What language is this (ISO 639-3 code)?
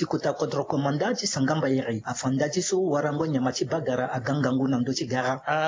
sag